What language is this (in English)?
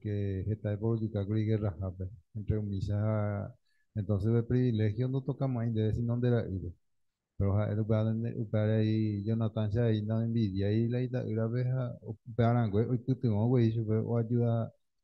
Guarani